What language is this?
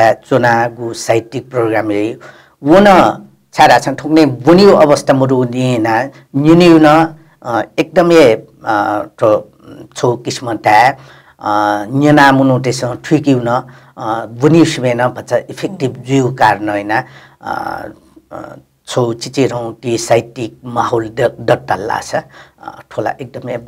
Newari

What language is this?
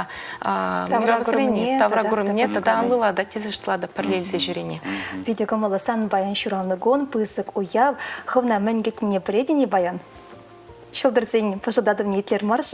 Chuvash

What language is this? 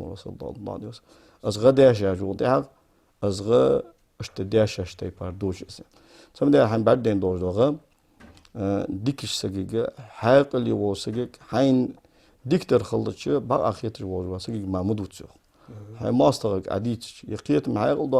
Ingush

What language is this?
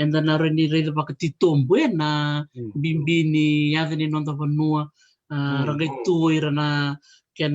Fijian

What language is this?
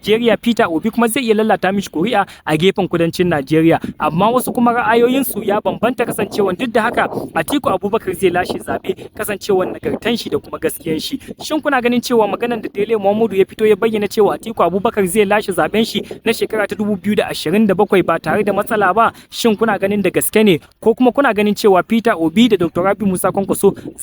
Hausa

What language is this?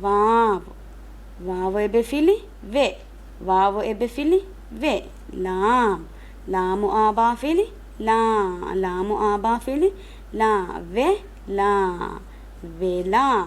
Divehi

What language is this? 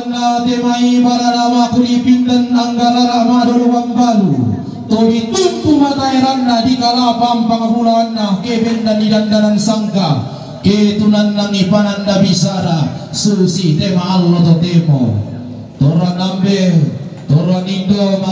Toraja-Sa'dan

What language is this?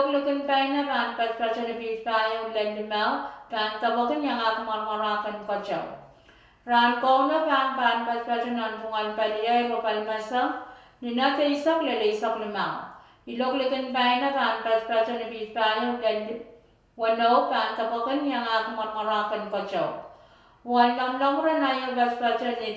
Pohnpeian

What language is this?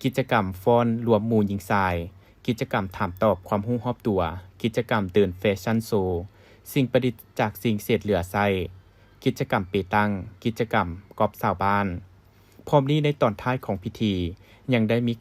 Lao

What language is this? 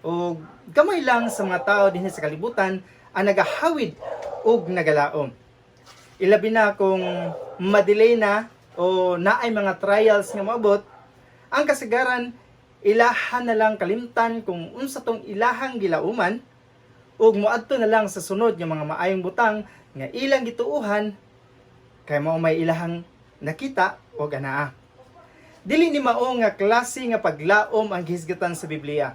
Cebuano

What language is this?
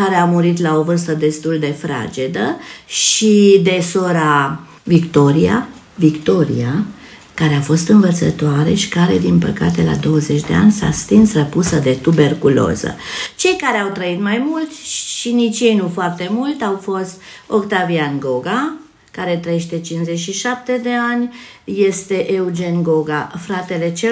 Romanian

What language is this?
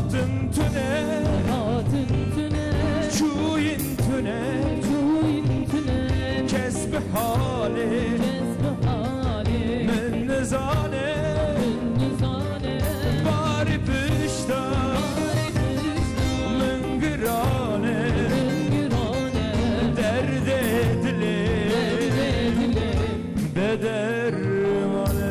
Kurdish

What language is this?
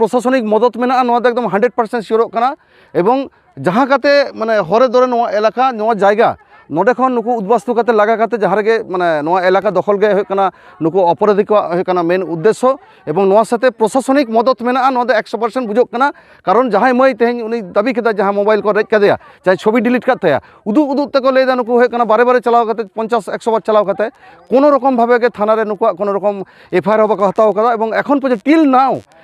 Santali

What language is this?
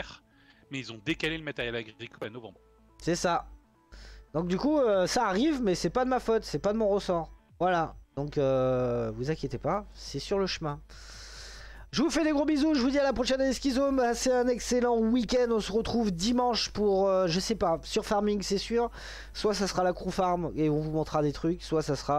French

